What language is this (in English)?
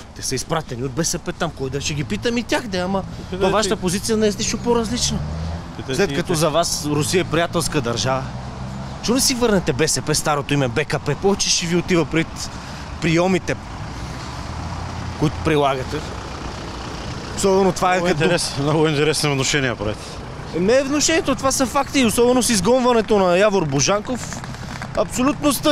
Bulgarian